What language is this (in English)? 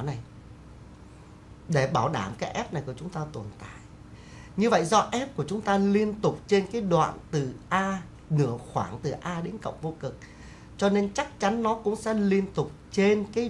Vietnamese